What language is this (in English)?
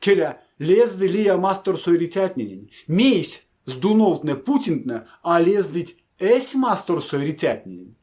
Erzya